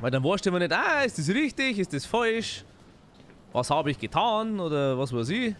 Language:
Bavarian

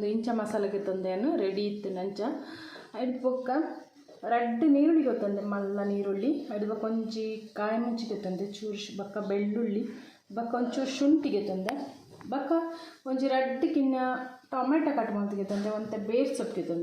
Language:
Tulu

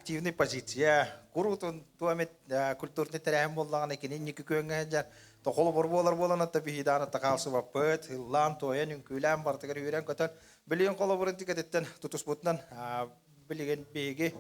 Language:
Yakut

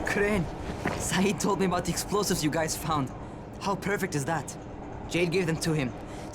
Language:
Banjar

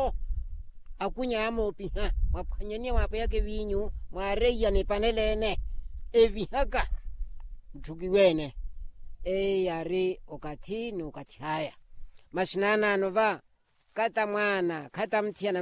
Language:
Makhuwa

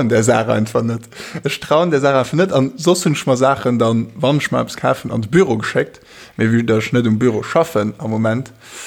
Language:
Luxembourgish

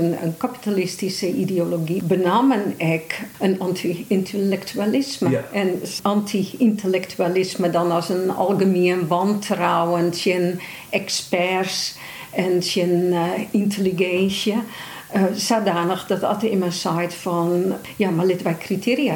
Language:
Western Frisian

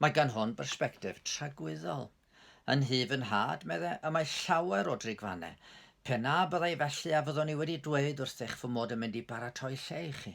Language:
Welsh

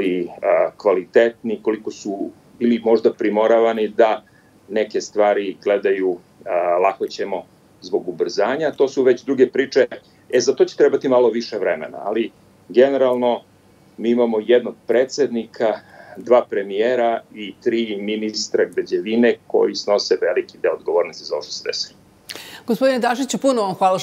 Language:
Serbian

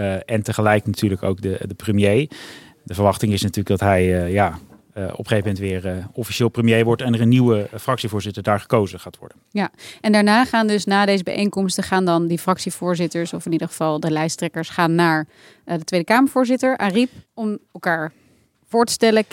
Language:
Dutch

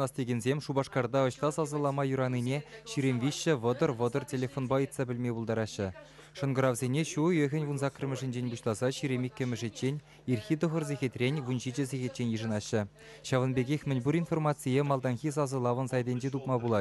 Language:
Chuvash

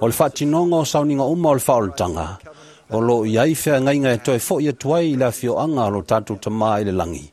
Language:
Samoan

